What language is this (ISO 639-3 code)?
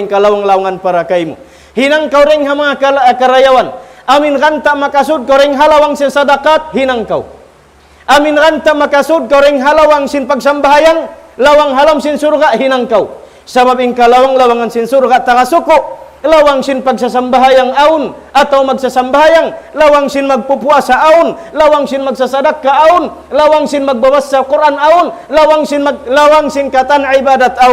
tsg